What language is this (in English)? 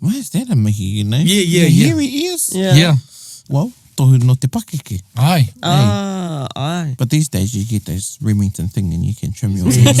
Māori